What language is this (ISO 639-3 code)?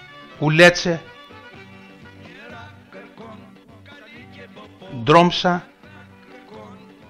ell